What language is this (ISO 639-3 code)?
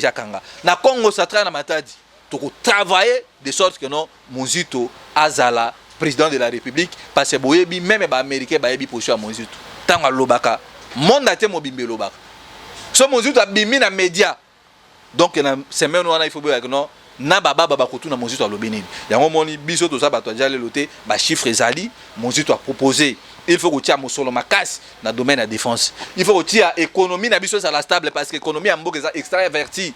lin